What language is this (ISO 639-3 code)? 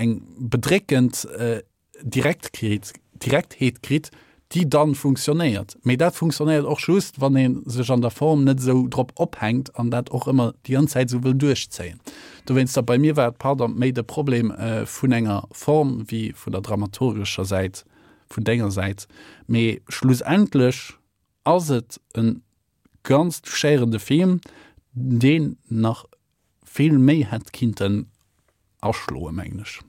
ltz